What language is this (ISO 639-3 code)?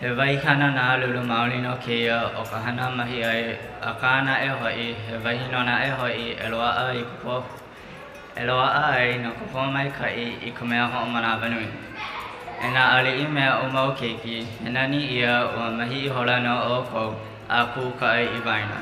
haw